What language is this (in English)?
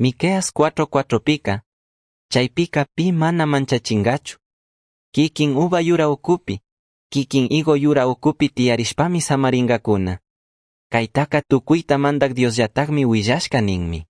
Chimborazo Highland Quichua